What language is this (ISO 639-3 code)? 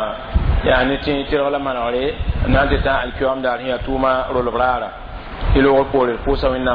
mos